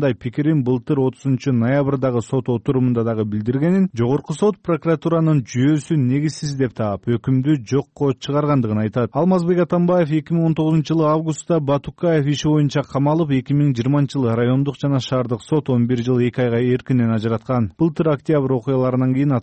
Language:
Kyrgyz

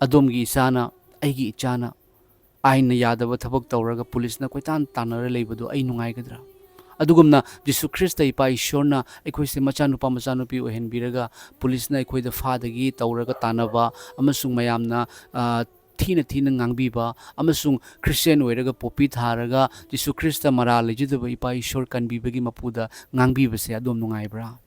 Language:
Manipuri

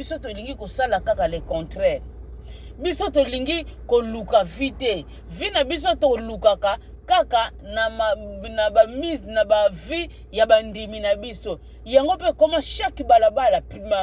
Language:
Lingala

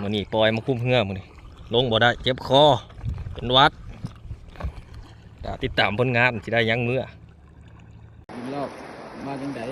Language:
Lao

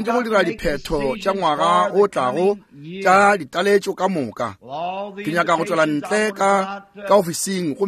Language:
Northern Sotho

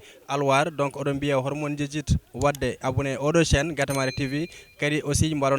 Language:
Fula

